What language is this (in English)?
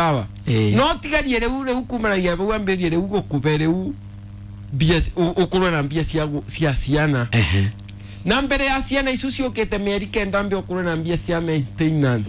Kikuyu